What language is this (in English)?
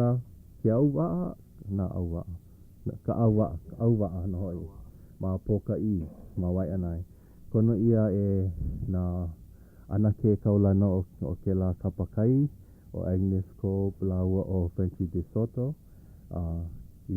Hawaiian